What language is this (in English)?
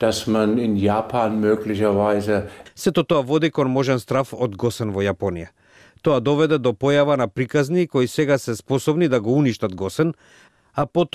Macedonian